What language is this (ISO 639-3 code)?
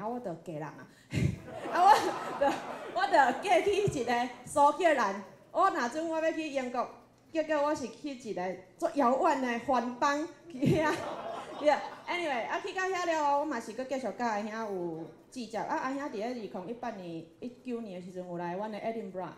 nan